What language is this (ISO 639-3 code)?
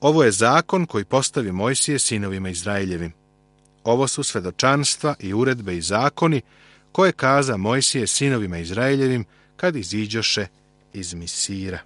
srp